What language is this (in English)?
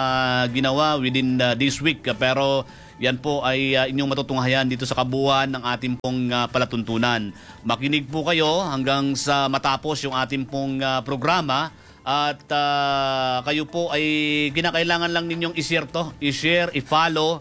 Filipino